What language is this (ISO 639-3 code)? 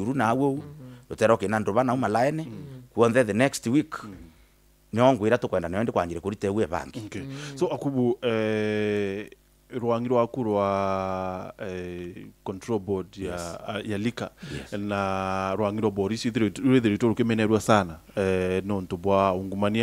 mer